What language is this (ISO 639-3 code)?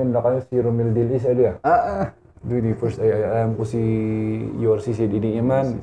kne